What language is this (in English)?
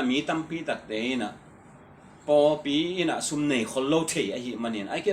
Tedim Chin